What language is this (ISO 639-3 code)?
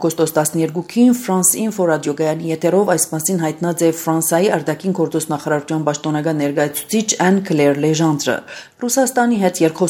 hye